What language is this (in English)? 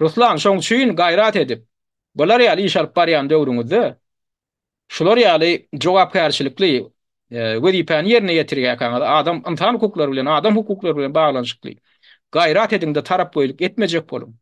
Turkmen